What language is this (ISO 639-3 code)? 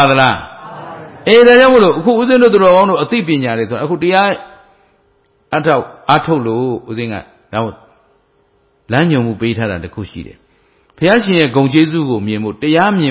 mya